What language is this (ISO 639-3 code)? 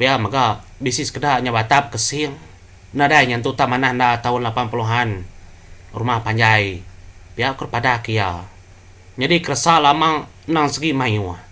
iba